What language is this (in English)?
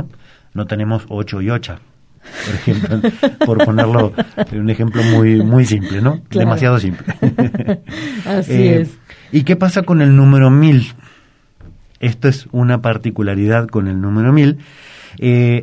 Spanish